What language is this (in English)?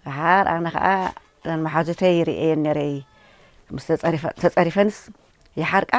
Tigrinya